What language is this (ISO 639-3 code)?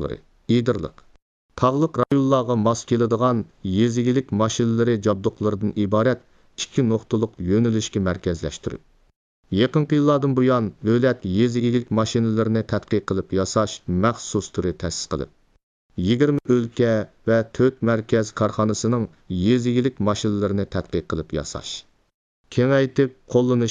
uig